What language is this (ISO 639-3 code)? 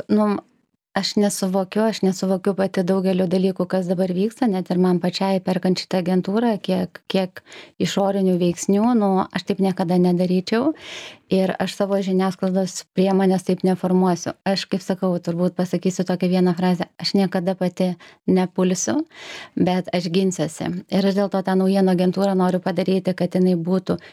lit